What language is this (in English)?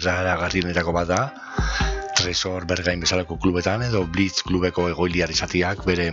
Basque